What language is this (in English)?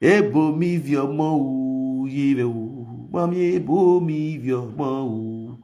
Nigerian Pidgin